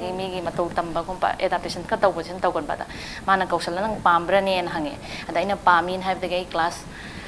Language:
Manipuri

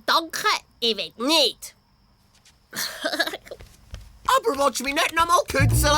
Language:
Swiss German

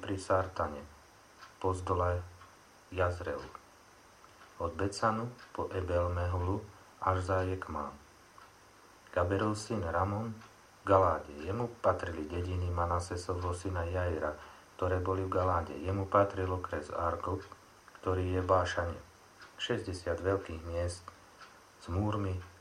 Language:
Slovak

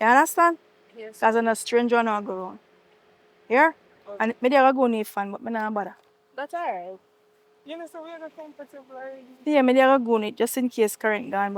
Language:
Jamaican Creole English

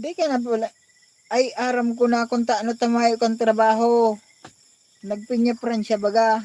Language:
Bikol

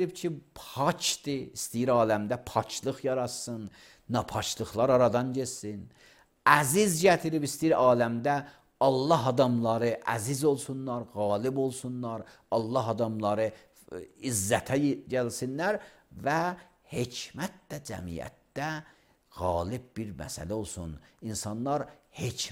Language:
Azerbaijani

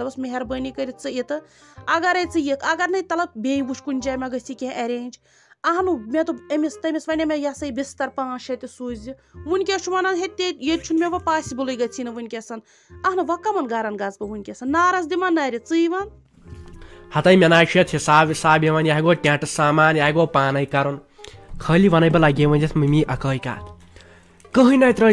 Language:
Kashmiri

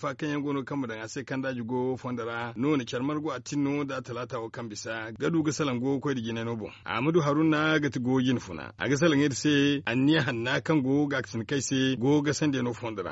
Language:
Zarma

